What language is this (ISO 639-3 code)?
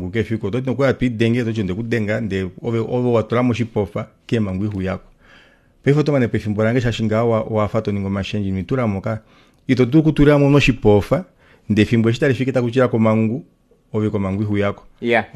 kua